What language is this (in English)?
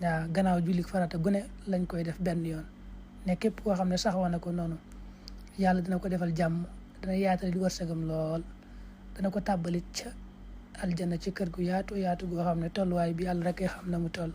Wolof